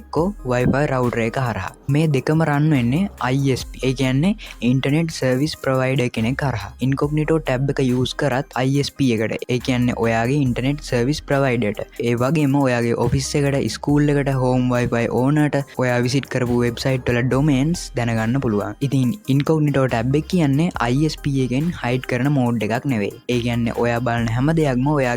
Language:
Sinhala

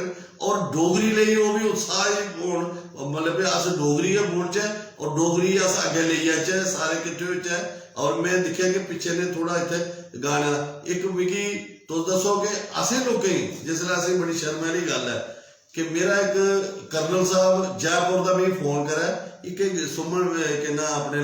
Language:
Dogri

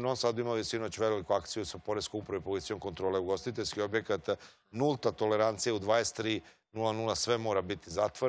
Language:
Serbian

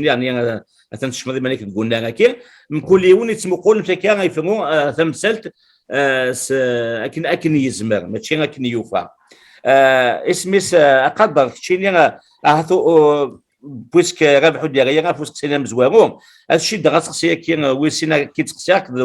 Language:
Kabyle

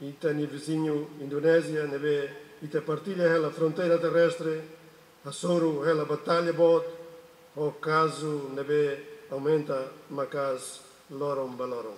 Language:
Tetum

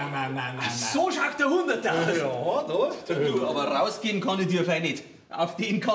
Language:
Bavarian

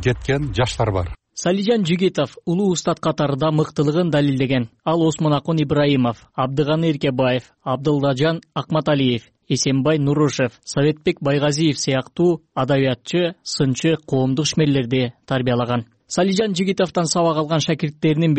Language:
Kyrgyz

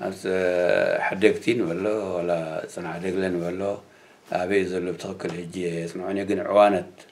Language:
Tigrinya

